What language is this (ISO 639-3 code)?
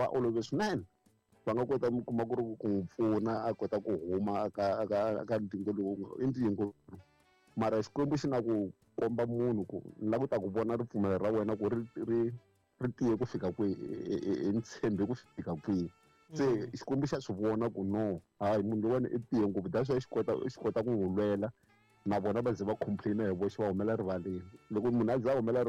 tso